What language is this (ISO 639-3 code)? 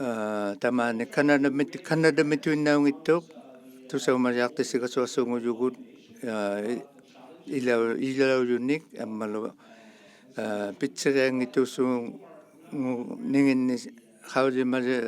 iku